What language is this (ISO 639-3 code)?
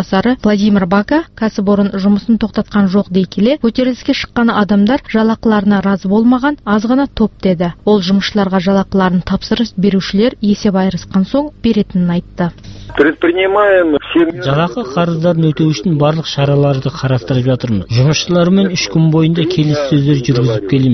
kaz